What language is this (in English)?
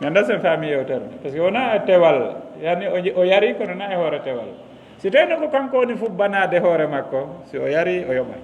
Fula